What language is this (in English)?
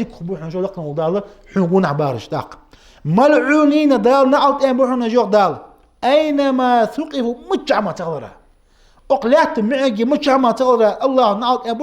Ingush